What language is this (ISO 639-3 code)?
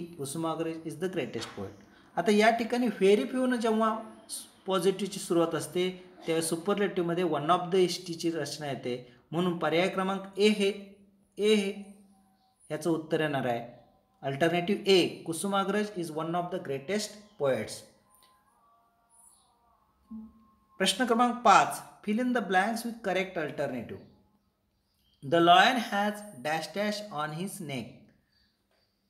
mar